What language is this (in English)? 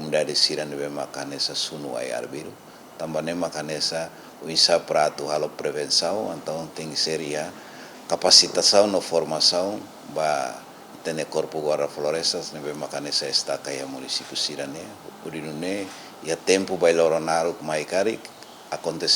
Tetum